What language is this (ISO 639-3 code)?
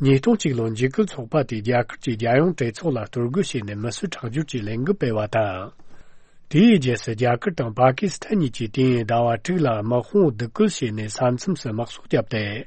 bod